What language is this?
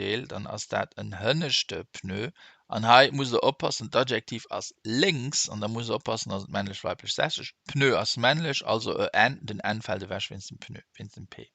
Luxembourgish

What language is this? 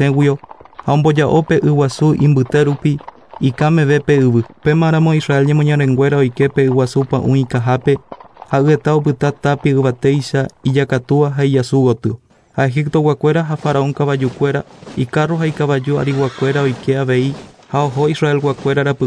Guarani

